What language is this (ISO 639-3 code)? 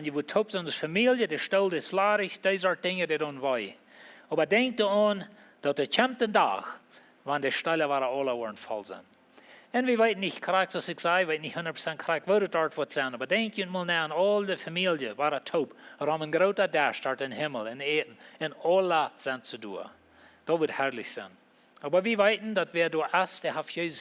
pdt